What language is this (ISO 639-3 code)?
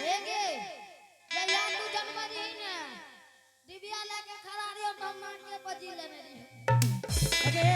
anp